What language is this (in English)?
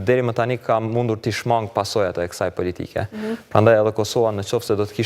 Albanian